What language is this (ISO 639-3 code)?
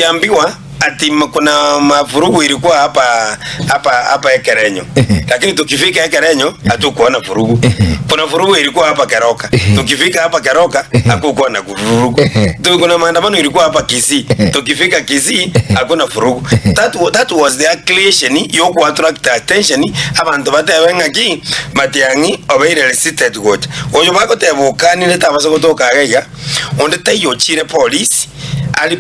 guz